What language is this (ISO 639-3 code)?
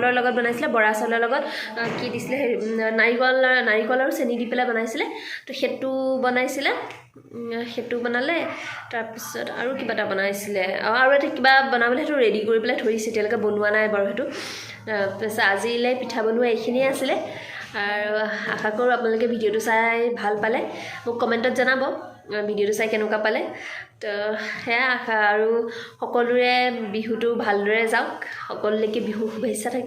asm